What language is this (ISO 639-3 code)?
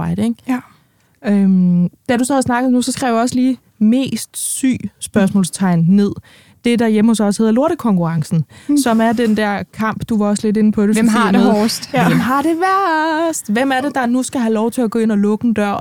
dan